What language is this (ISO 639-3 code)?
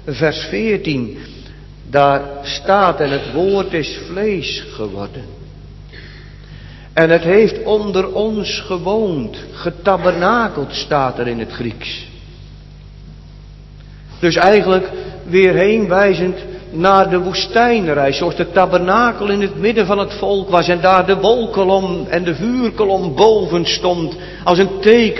nld